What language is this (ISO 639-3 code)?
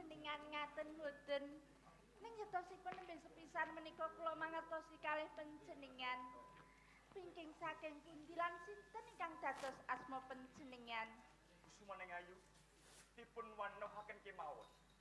jav